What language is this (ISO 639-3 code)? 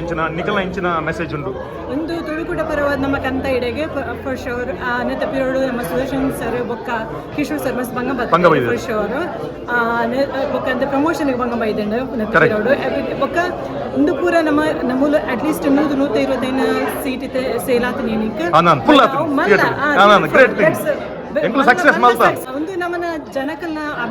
tcy